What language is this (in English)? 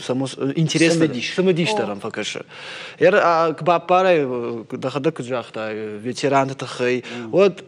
Ossetic